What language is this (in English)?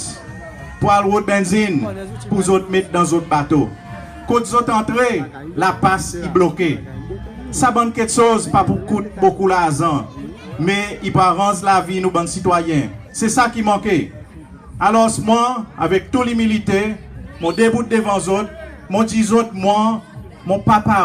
Seselwa Creole French